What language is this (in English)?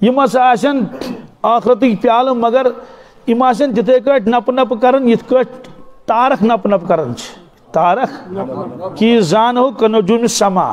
Kashmiri